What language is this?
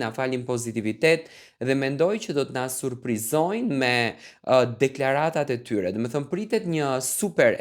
Albanian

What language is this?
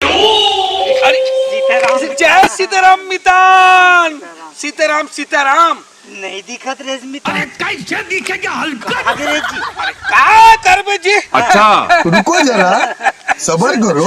Chhattisgarhi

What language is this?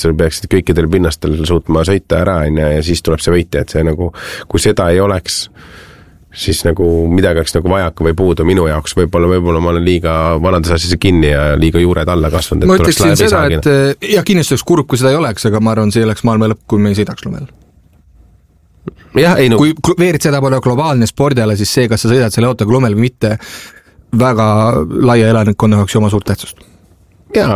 Estonian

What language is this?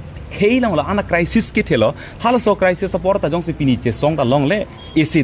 Karbi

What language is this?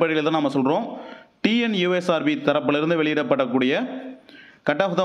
Tamil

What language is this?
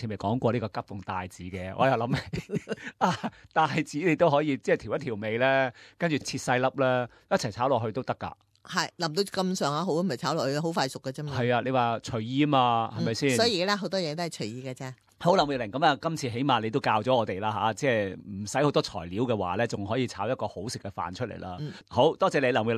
Cantonese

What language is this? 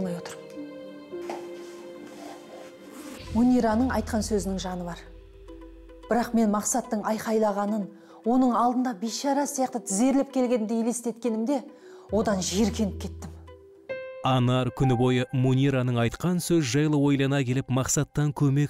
Kazakh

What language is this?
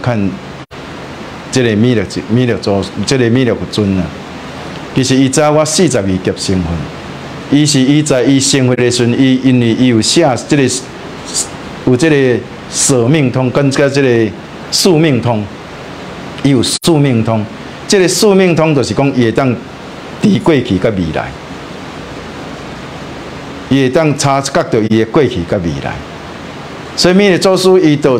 Min Nan Chinese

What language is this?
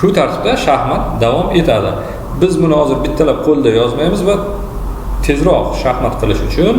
Uzbek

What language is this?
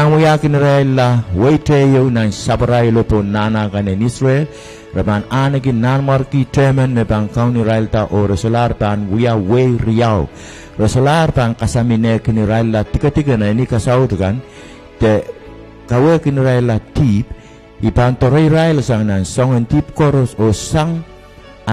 Pohnpeian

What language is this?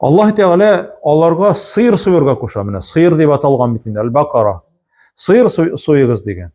Tatar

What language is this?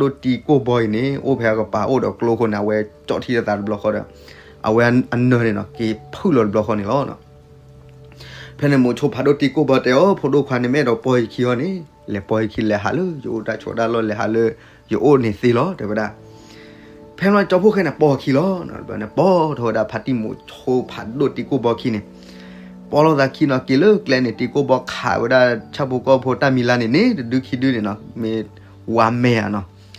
S'gaw Karen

